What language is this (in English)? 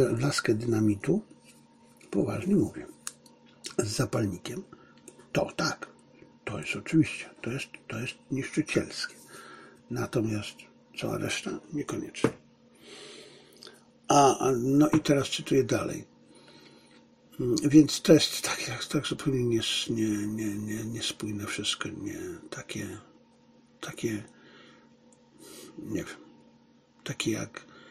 Polish